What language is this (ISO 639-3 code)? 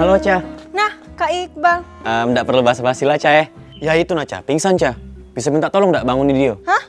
mui